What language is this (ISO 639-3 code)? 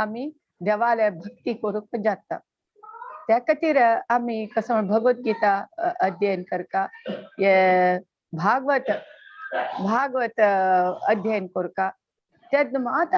kok